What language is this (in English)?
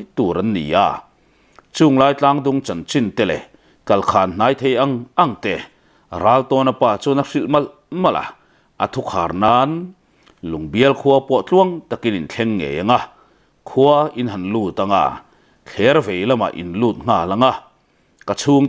Mizo